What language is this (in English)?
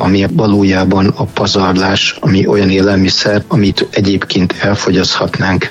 Hungarian